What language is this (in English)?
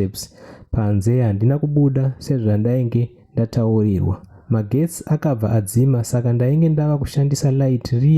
Shona